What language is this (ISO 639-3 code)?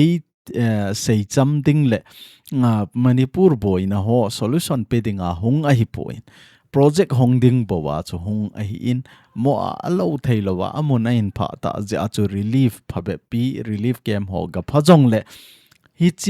tcz